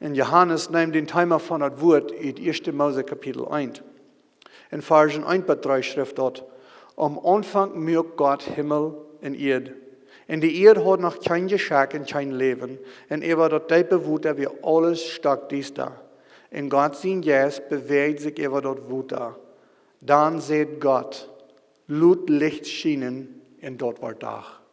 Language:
Plautdietsch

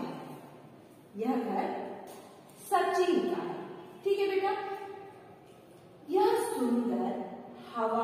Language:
Hindi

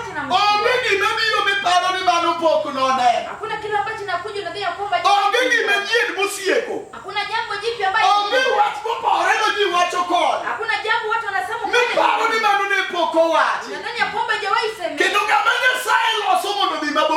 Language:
Luo (Kenya and Tanzania)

